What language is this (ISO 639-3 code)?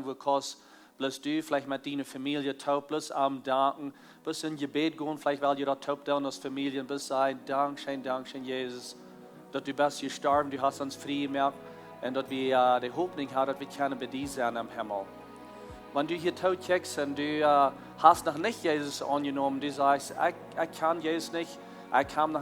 pdt